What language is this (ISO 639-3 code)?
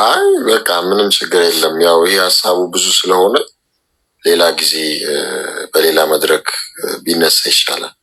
amh